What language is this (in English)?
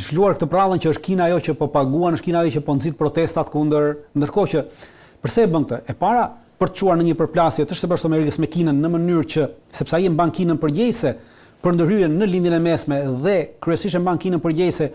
Albanian